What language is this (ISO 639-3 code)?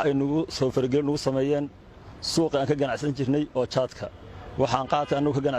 som